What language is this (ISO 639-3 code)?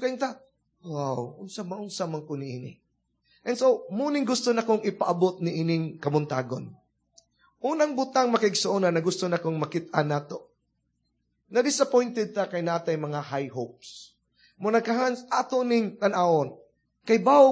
ceb